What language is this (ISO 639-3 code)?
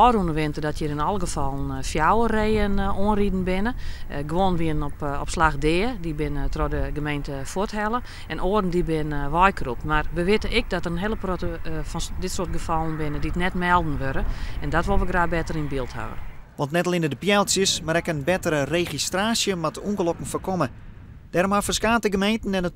fry